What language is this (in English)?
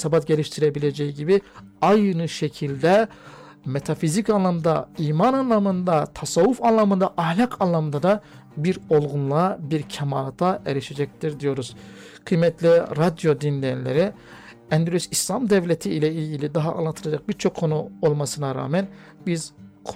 Turkish